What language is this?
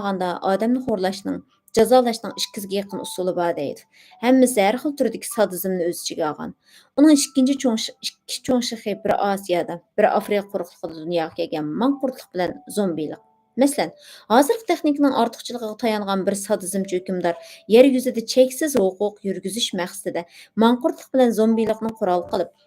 Uyghur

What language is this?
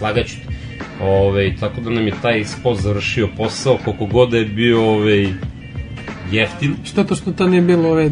Serbian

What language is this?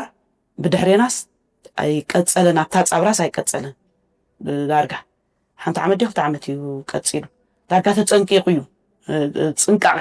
Tigrinya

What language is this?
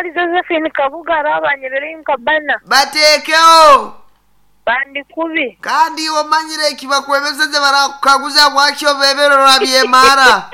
Nyankole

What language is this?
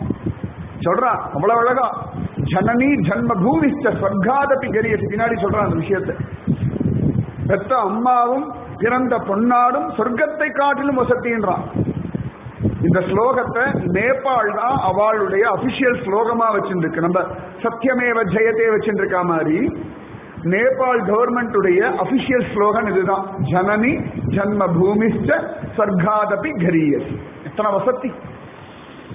Tamil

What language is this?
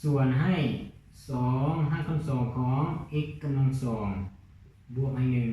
Lao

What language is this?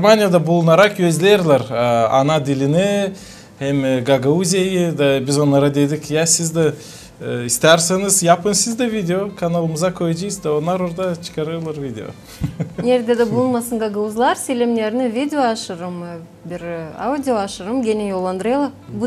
Gagauz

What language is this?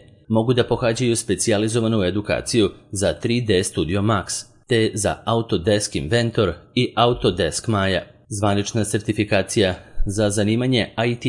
Serbian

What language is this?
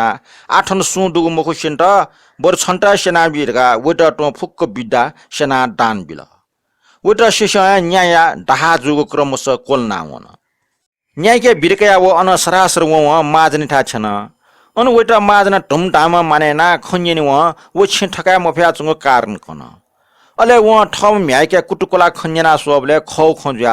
Newari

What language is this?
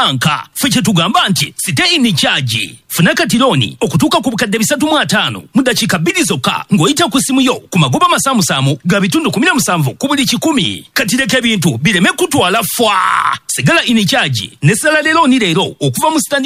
Ganda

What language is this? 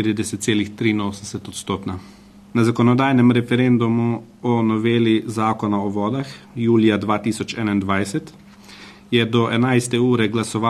Slovenian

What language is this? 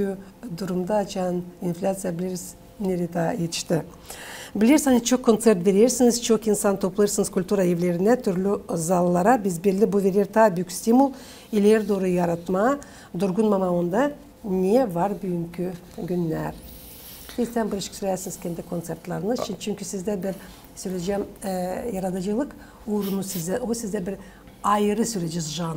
Gagauz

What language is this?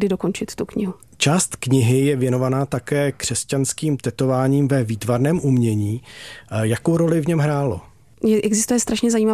Czech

